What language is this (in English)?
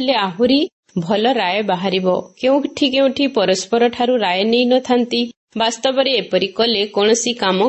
Odia